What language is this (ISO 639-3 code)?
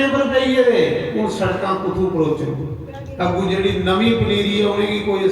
doi